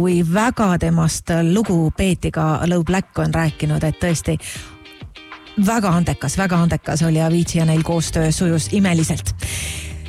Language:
Estonian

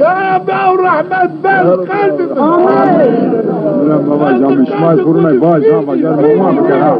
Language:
Zaza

